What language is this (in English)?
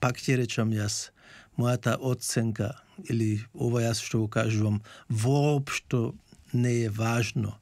Macedonian